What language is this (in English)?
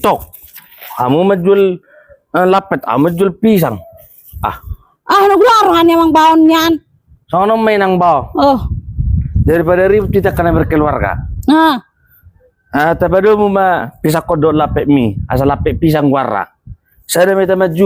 Batak Toba